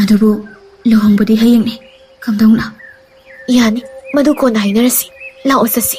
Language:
Manipuri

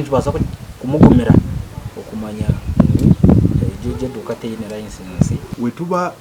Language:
Nyankole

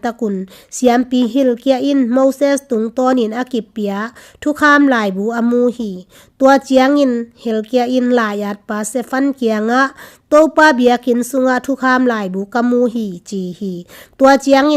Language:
Tedim Chin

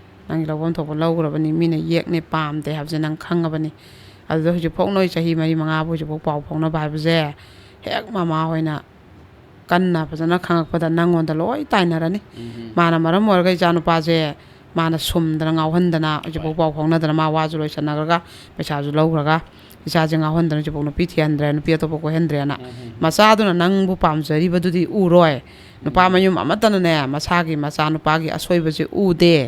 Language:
Manipuri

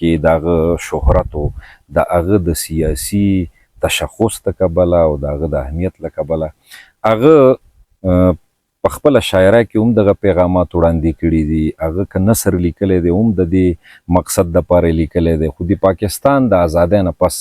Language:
Pashto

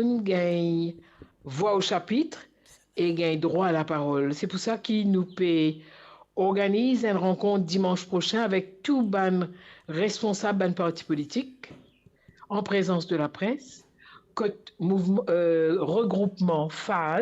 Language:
Morisyen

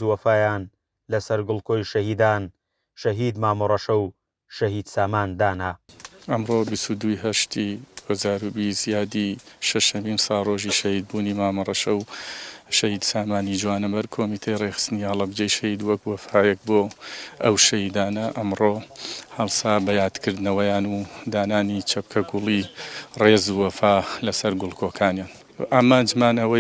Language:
Central Kurdish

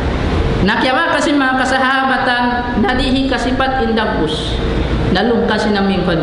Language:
Tausug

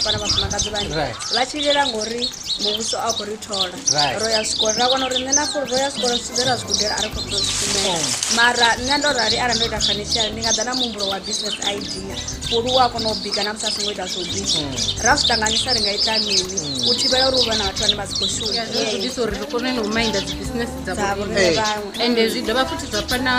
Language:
Venda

